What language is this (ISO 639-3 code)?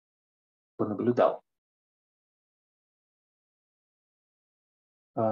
rus